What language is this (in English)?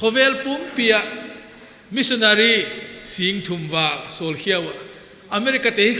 Paite Chin